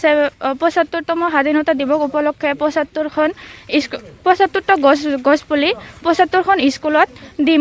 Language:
Assamese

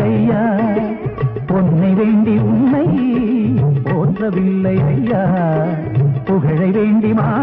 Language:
Tamil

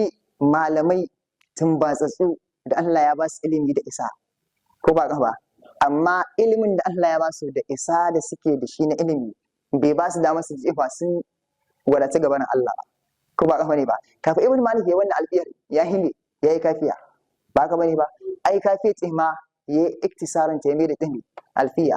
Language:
Hausa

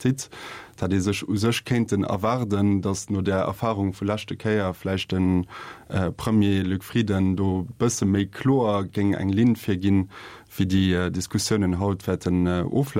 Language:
Luxembourgish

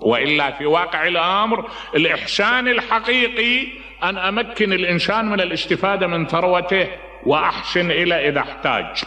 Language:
Mesopotamian Arabic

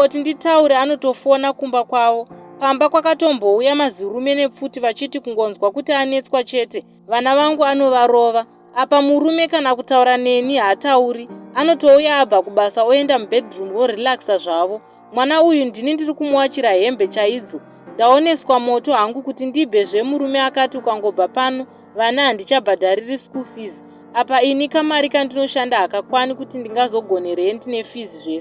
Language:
Shona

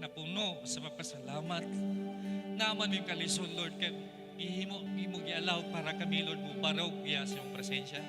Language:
Cebuano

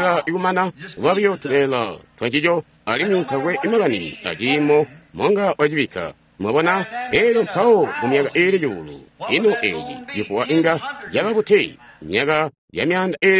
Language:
Tonga (Zambia)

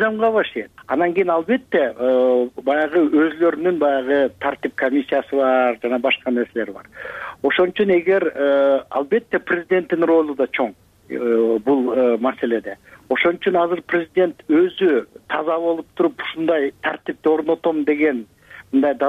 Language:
Kyrgyz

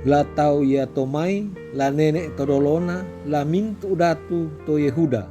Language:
Toraja-Sa'dan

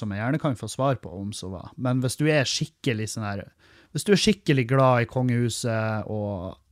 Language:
Norwegian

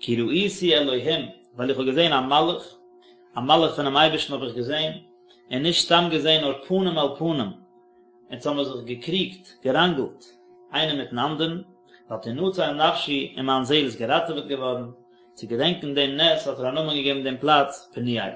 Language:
Yiddish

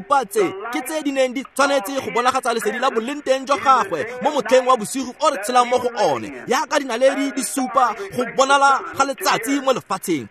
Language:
Tswana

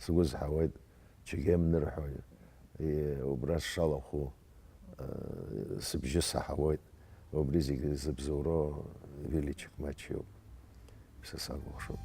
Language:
Abkhazian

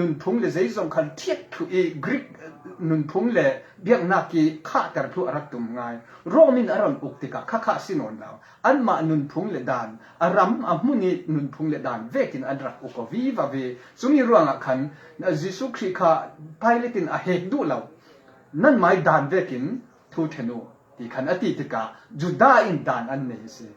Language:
Falam Chin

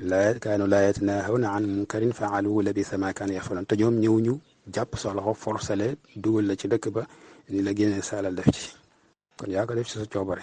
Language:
Wolof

